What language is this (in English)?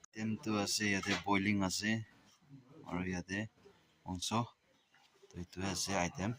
Naga Pidgin